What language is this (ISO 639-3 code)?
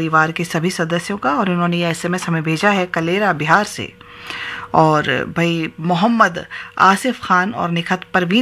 hin